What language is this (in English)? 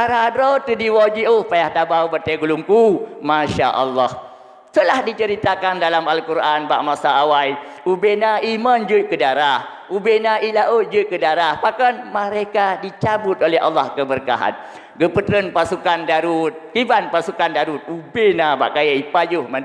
Achinese